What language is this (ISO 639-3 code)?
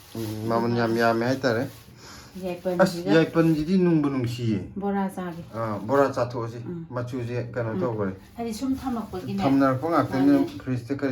mni